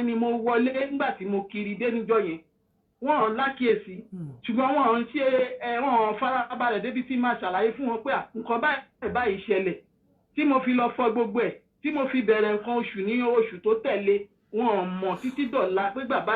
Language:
Yoruba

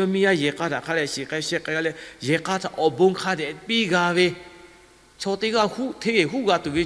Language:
Lahu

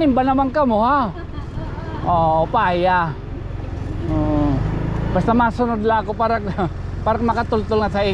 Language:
Waray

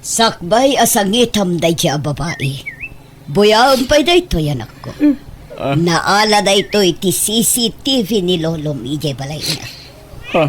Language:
Iloko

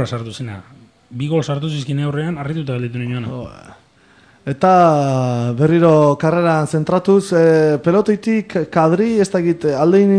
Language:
Basque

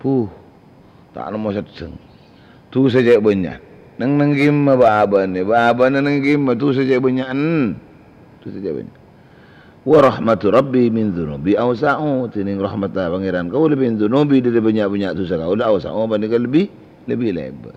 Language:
Madurese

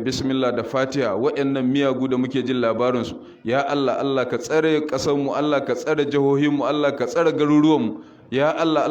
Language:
Hausa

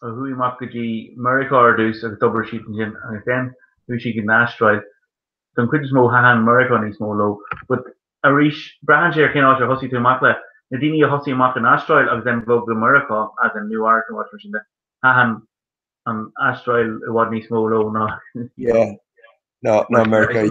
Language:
Irish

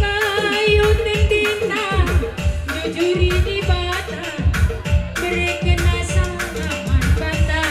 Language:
Batak Karo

